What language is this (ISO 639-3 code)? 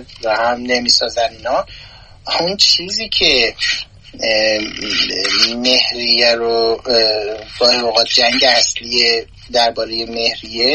fas